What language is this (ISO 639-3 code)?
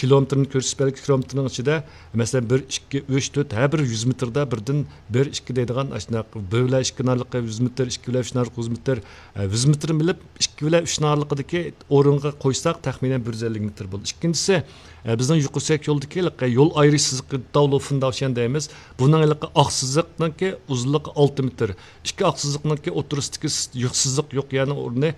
uig